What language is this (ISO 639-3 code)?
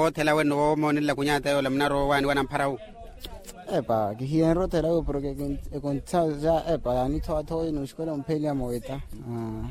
vmw